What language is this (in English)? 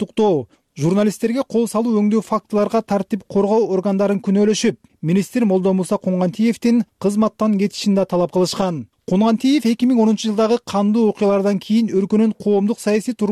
Kyrgyz